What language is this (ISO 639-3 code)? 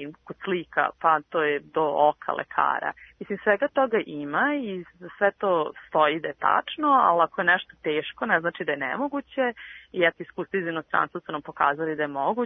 srp